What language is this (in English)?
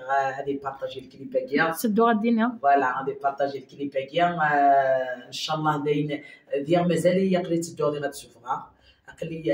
Kabyle